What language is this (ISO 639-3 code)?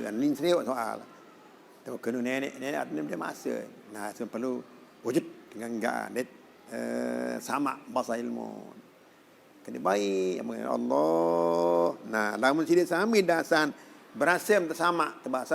sas